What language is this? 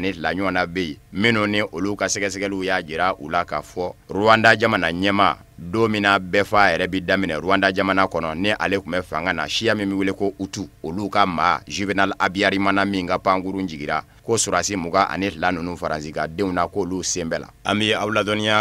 Bambara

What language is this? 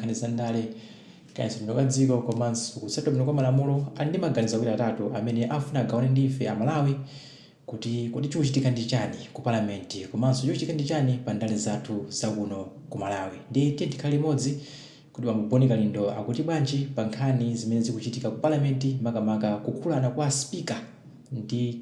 Nyanja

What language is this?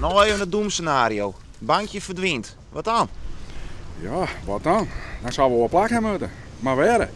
Western Frisian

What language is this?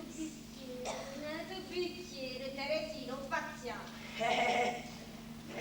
Neapolitan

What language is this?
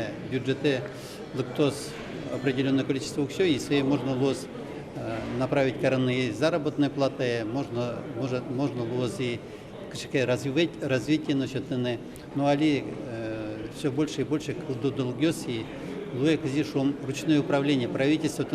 Udmurt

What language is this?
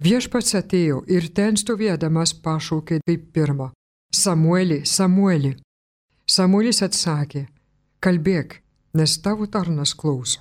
Lithuanian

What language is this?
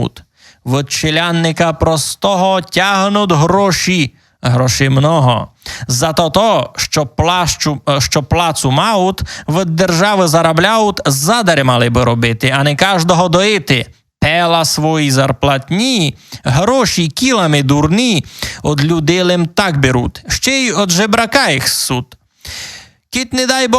Rusyn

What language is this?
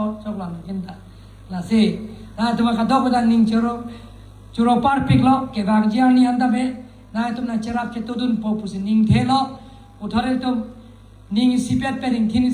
Karbi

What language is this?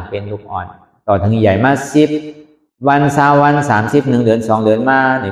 Shan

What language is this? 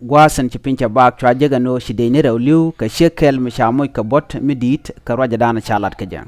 Nuer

